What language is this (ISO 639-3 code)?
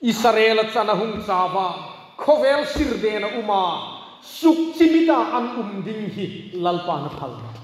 hmr